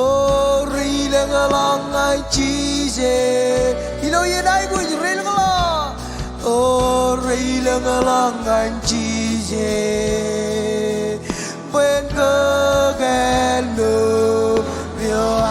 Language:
Marshallese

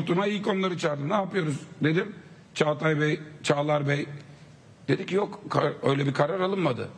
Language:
Turkish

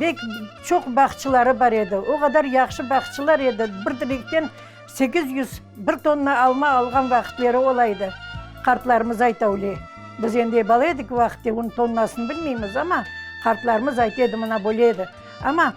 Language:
Crimean Tatar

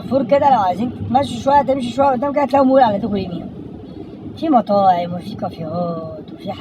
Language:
Egyptian Arabic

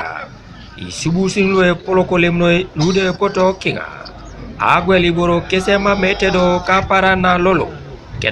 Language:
Teso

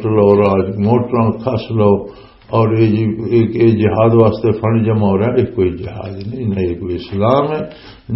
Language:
Western Panjabi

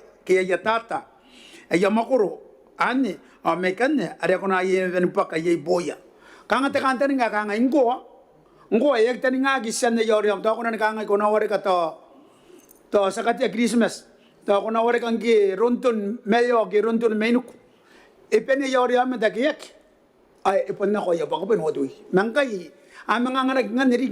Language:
Gilbertese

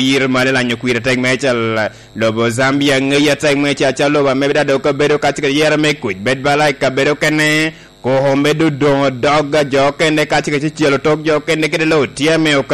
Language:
Lango (Uganda)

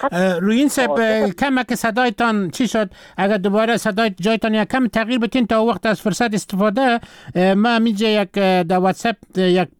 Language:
Persian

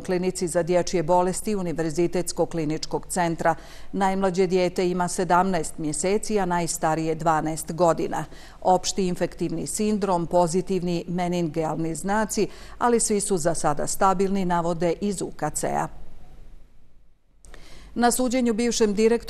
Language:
Bosnian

